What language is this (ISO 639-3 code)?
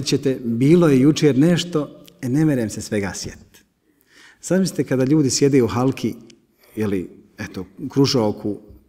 bos